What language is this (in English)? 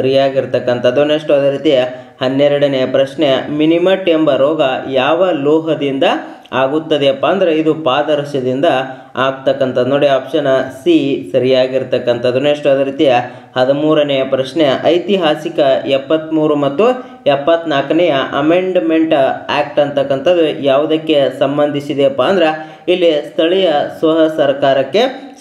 Kannada